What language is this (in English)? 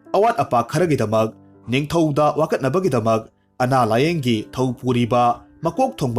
Manipuri